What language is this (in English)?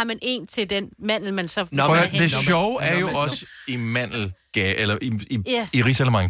Danish